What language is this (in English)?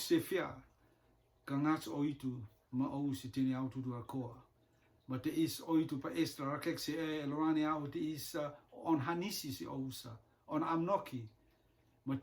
Rotuman